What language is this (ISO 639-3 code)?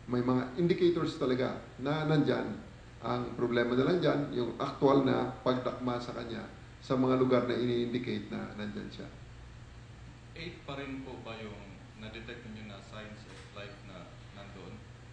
fil